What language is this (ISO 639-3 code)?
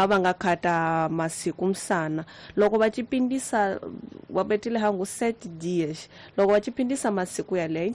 tso